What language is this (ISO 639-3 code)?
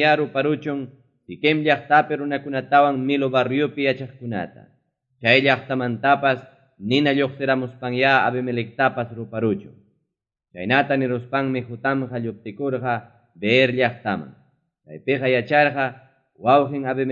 quy